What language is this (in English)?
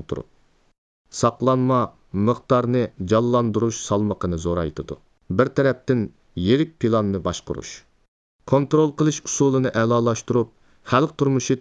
Uyghur